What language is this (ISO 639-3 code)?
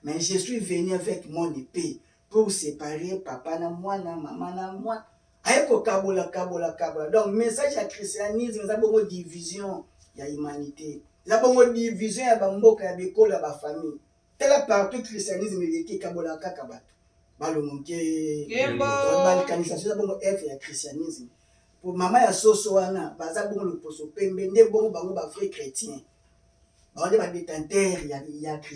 lin